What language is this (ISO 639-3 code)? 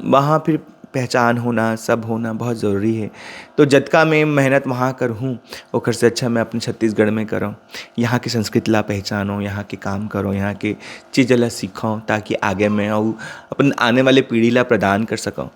hne